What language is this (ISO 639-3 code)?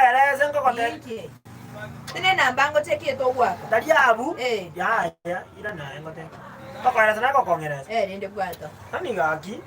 guz